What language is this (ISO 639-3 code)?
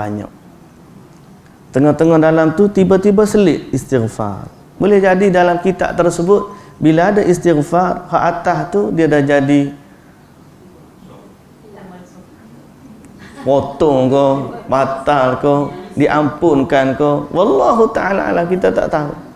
msa